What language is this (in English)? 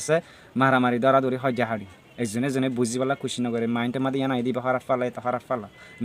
Rohingya